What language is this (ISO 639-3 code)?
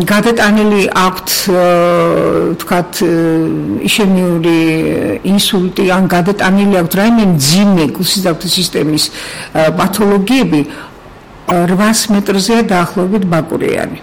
kat